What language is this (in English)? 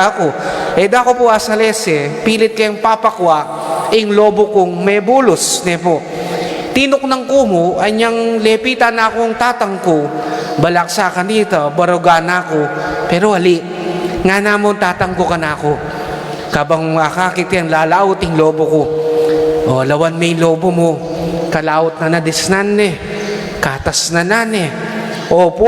Pampanga